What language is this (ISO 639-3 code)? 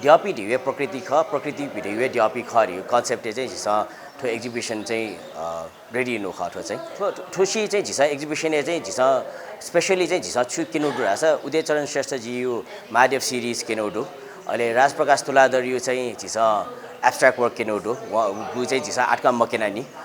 new